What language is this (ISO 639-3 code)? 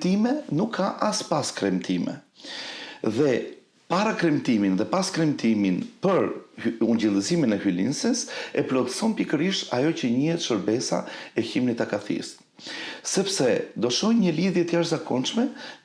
sqi